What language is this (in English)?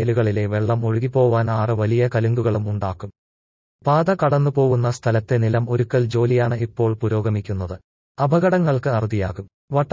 Malayalam